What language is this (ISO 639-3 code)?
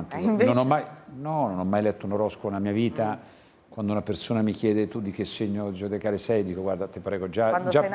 ita